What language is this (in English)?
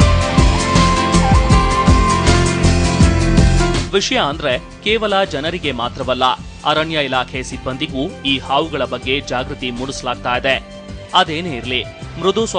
Kannada